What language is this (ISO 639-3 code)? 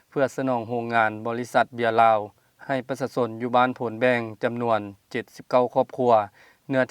lao